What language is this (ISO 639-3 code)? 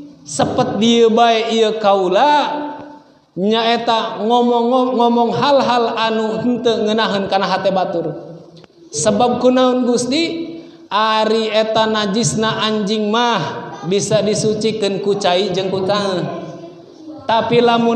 sun